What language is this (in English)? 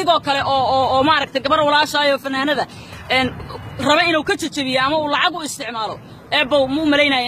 Somali